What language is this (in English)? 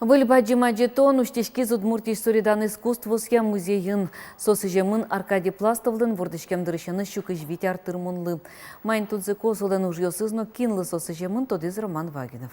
Udmurt